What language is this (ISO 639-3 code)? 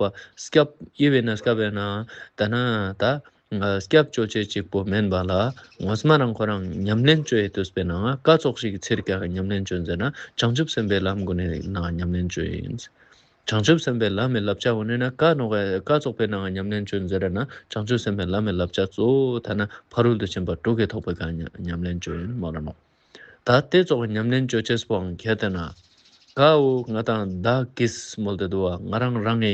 lbj